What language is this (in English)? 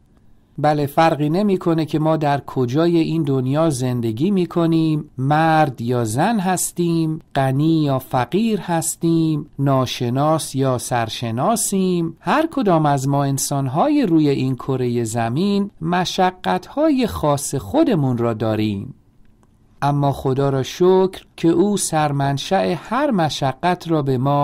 Persian